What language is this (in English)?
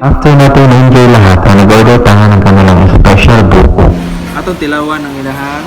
Cebuano